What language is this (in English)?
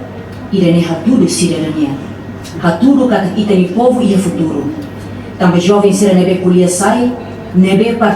Tetum